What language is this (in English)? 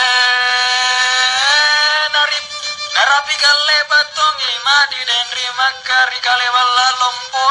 Makasar